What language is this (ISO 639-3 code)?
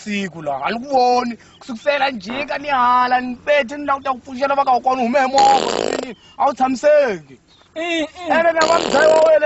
tso